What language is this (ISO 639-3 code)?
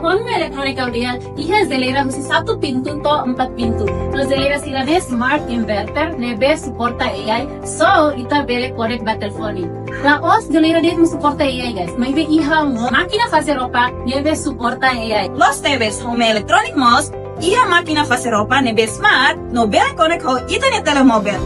tet